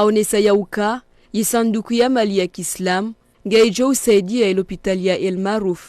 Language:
Ngazidja Comorian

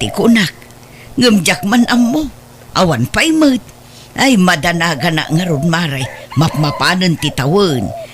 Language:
Iloko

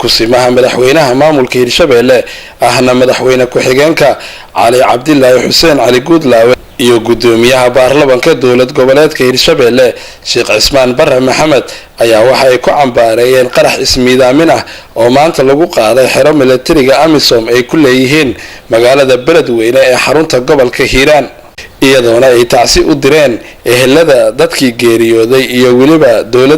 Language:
Somali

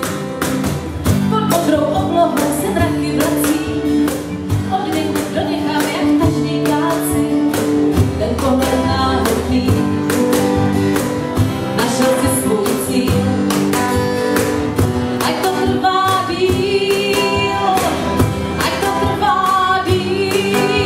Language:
Czech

